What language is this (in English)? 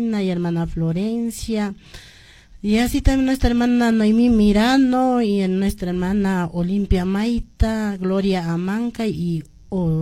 Quechua